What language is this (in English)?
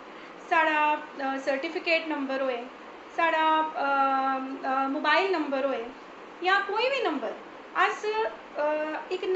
Dogri